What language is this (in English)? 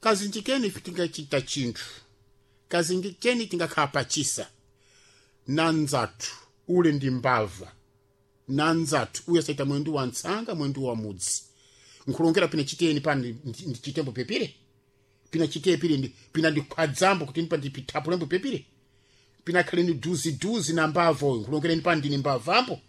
Sena